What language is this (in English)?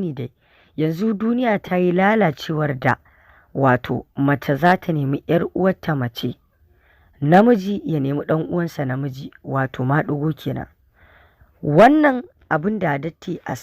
Hausa